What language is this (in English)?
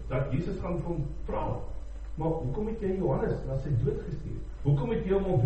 Afrikaans